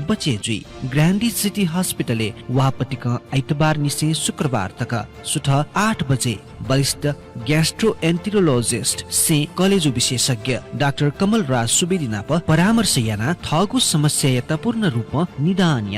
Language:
Newari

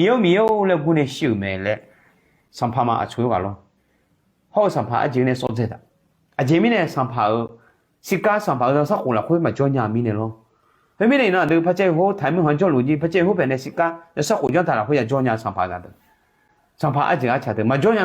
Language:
Akha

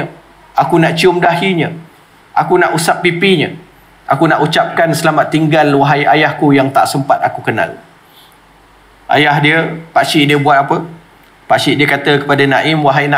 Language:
Malay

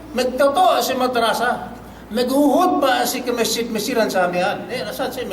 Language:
Yakan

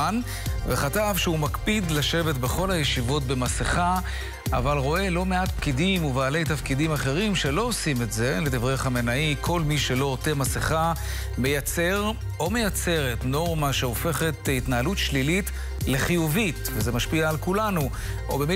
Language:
Hebrew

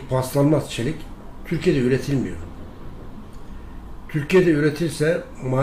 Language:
Turkish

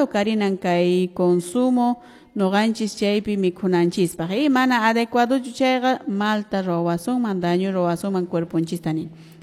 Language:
Quechua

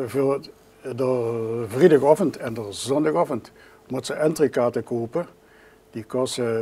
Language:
Limburgish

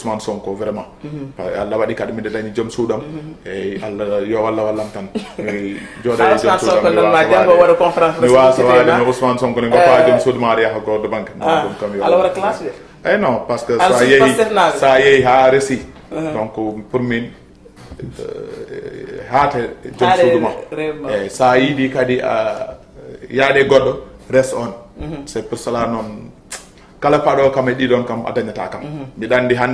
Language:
Fula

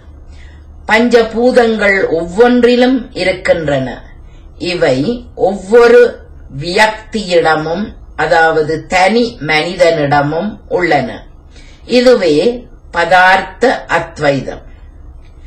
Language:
Tamil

